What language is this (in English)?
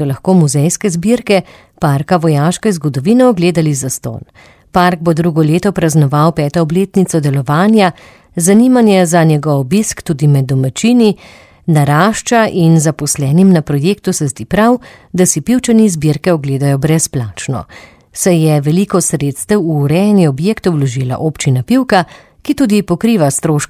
Slovenian